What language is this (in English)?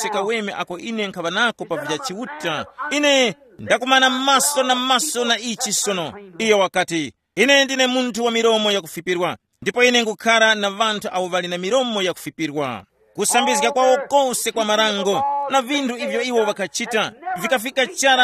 Tumbuka